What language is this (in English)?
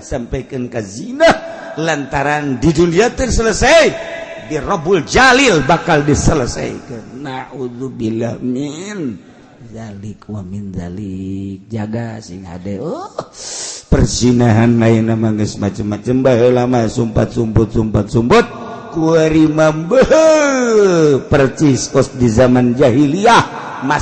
Sundanese